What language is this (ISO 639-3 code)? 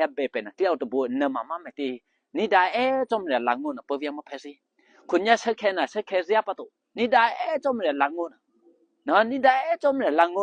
eky